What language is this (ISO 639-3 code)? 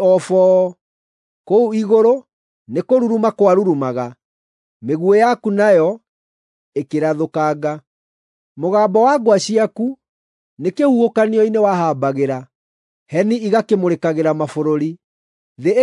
kik